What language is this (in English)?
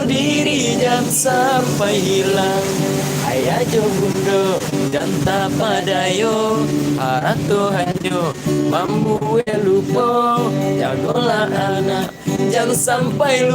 Minangkabau